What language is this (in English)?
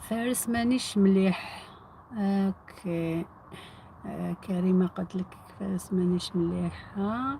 Algerian Arabic